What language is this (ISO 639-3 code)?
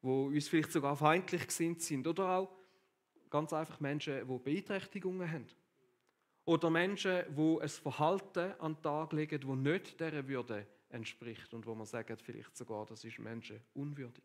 gsw